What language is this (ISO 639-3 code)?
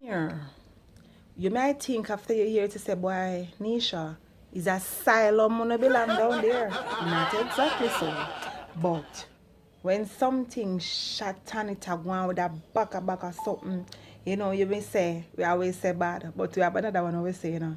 jam